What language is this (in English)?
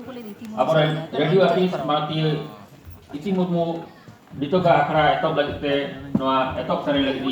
Santali